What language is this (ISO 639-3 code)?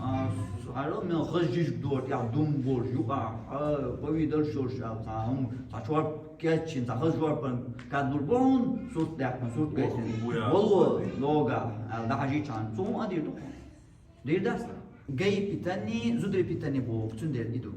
che